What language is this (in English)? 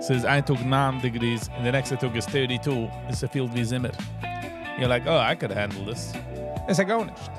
Yiddish